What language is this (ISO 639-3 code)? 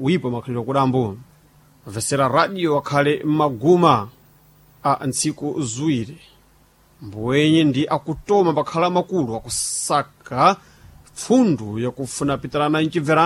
seh